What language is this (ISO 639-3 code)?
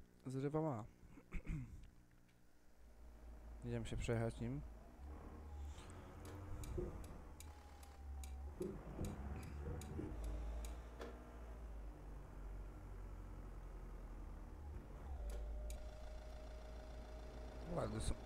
pol